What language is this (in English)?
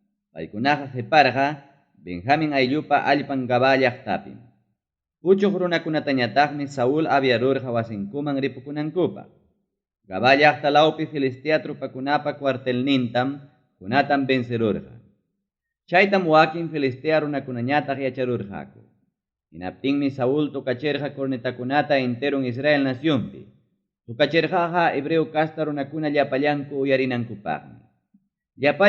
Ayacucho Quechua